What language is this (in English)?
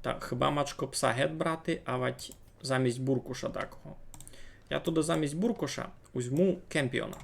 Rusyn